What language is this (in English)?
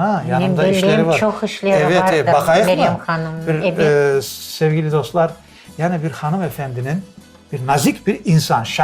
Crimean Tatar